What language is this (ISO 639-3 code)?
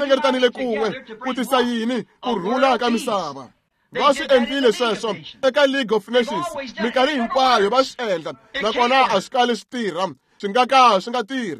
tso